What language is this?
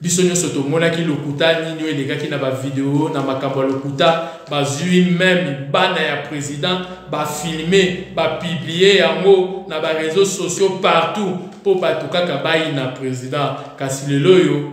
Lingala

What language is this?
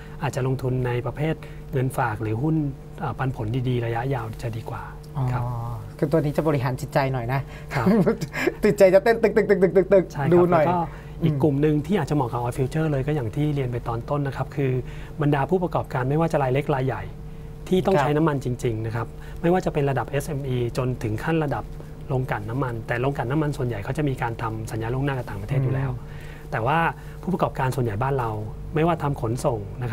Thai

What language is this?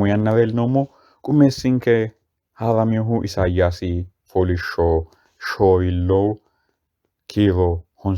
Sidamo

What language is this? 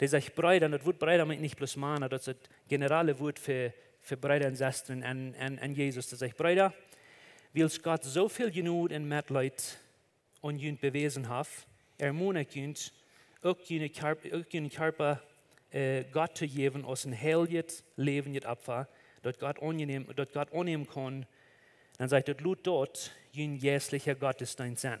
Plautdietsch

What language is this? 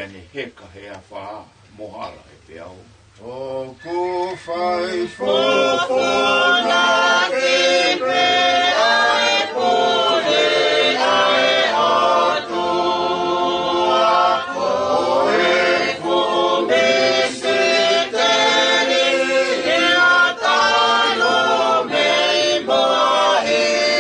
Tongan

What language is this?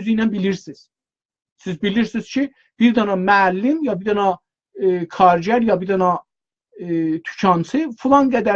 South Azerbaijani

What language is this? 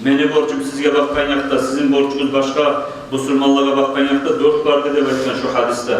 Kumyk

